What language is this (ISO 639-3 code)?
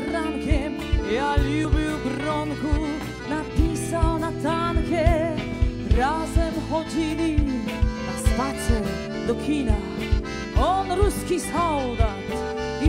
szl